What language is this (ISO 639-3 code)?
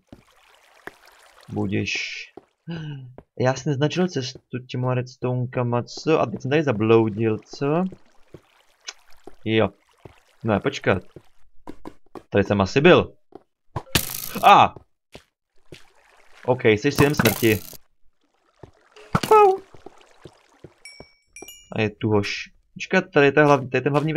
ces